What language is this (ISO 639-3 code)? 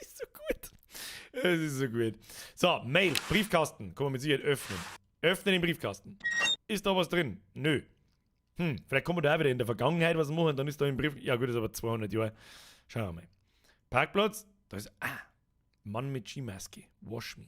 bar